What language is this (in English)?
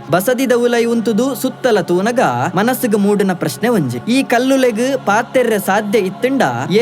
Tulu